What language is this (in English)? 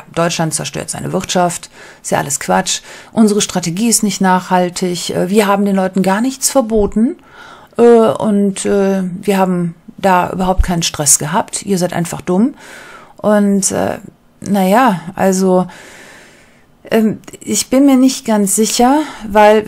German